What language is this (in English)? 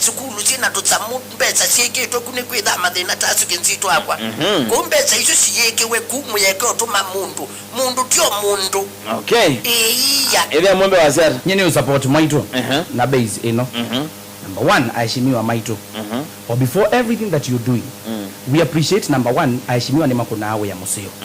Kamba